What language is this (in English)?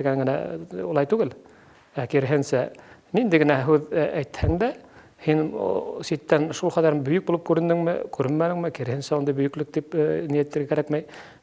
Bashkir